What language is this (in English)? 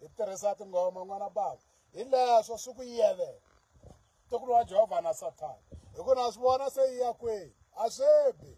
Tsonga